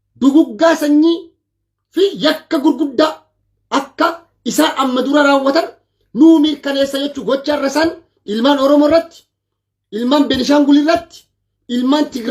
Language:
Oromo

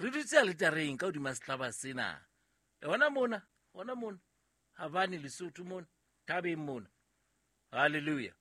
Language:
Southern Sotho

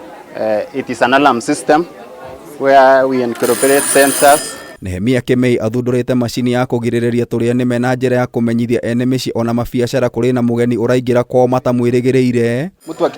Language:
Kikuyu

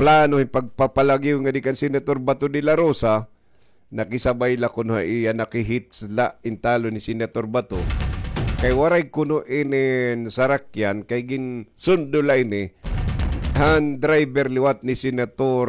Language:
Waray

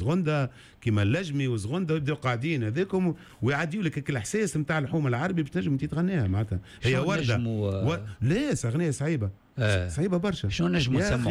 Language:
Tunisian Arabic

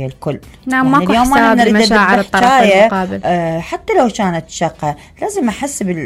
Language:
Mesopotamian Arabic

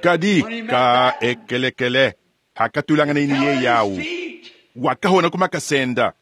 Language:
Luba-Lulua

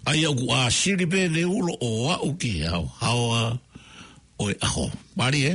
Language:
Tongan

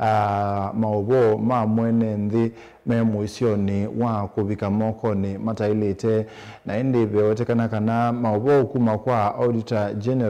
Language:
Kamba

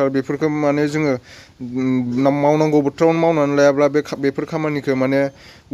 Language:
Bodo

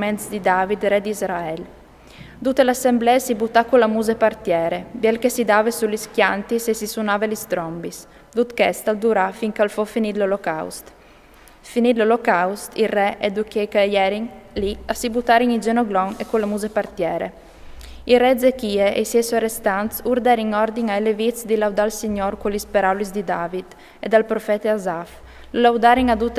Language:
Friulian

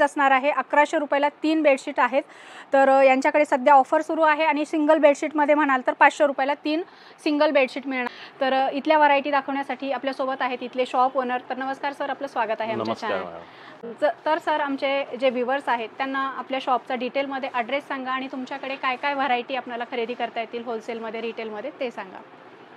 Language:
Marathi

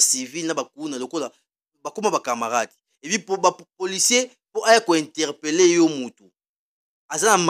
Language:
Lingala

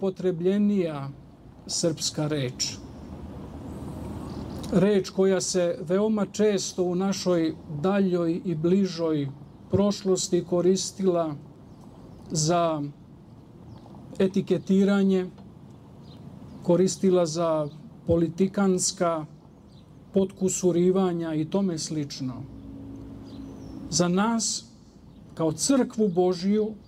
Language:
Serbian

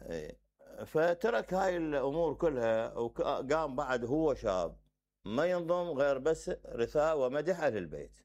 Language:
Mesopotamian Arabic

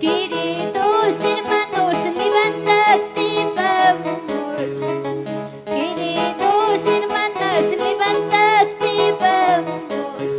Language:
Ayacucho Quechua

